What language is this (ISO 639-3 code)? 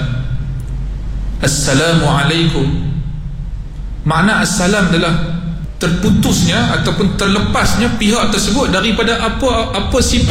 msa